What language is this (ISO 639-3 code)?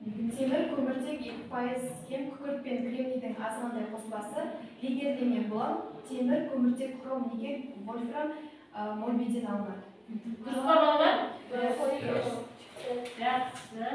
kaz